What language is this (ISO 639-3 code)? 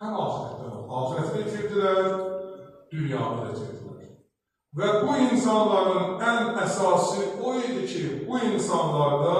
aze